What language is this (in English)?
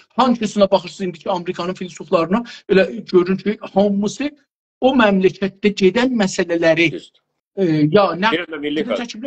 South Azerbaijani